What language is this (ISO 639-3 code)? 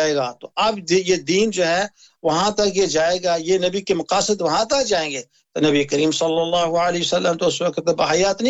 urd